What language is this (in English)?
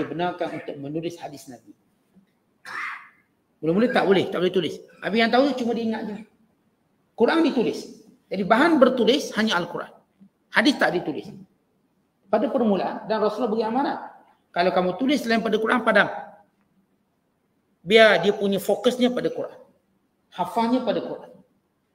Malay